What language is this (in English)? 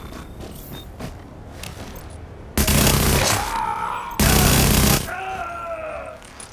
Russian